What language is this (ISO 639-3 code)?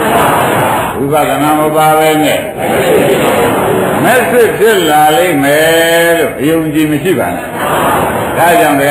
mya